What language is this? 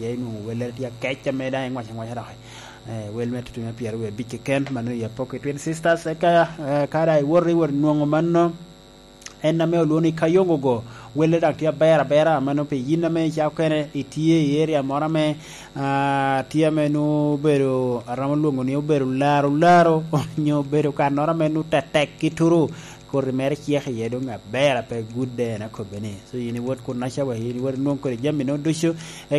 Lango (Uganda)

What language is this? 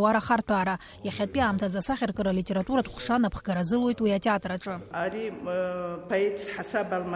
Abkhazian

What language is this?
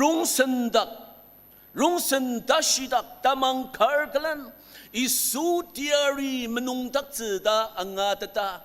Ao Naga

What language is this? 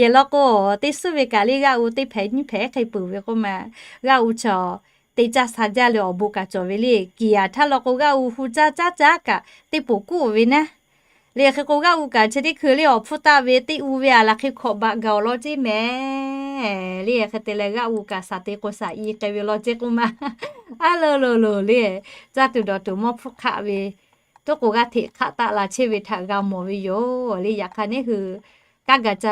Lahu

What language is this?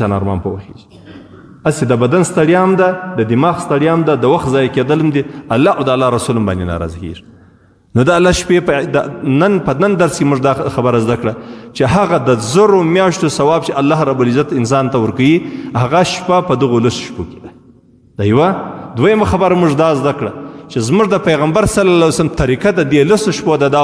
Pashto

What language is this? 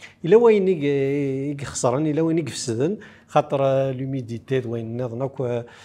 Kabyle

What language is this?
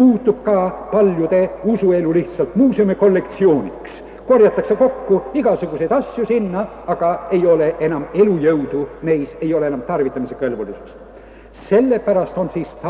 Estonian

